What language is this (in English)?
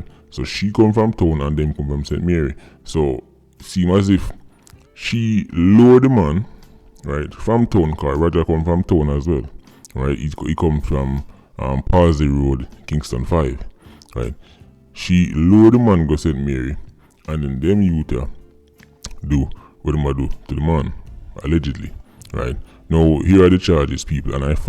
Jamaican Creole English